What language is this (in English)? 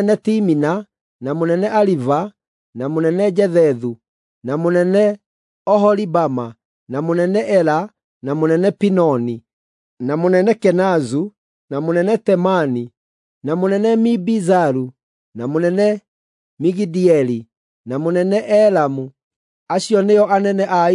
Kikuyu